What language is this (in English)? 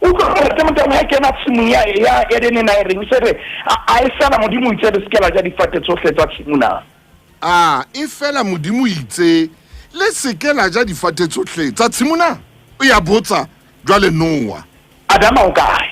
Southern Sotho